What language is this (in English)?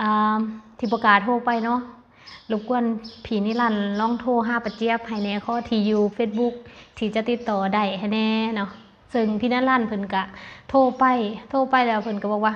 Lao